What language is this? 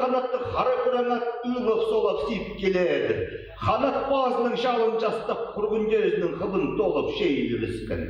Tuvinian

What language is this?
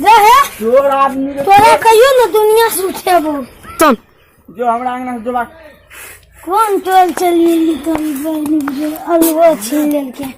Maithili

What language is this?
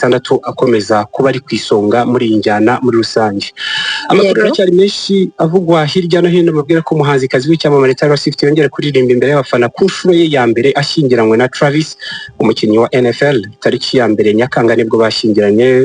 Kinyarwanda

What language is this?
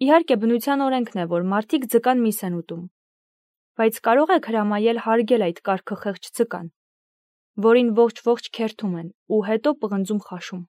Armenian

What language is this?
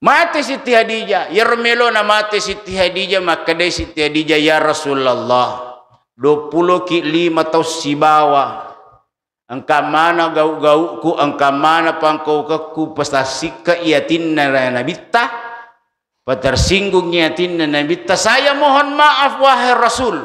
Buginese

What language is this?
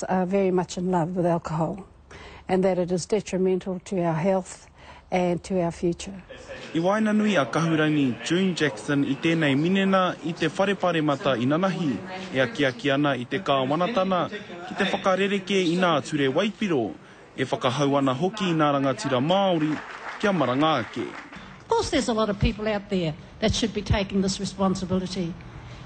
Māori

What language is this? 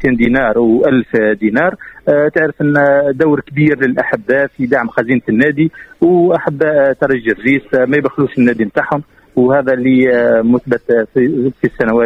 Tunisian Arabic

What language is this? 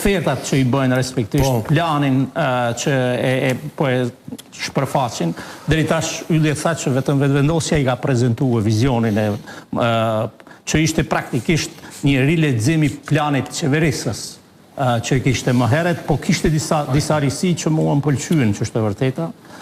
Albanian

